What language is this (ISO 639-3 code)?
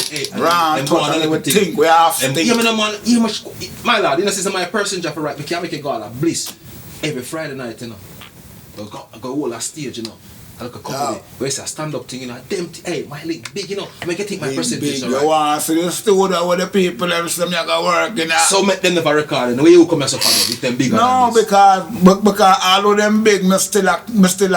jam